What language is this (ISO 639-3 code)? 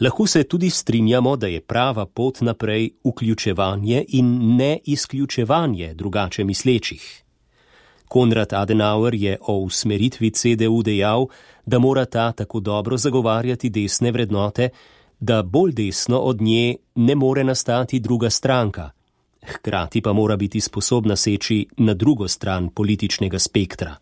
slv